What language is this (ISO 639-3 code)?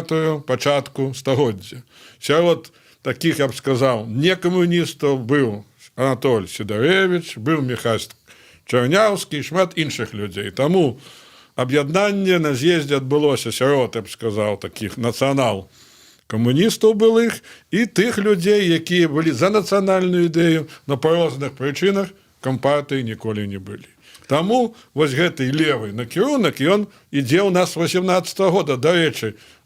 bel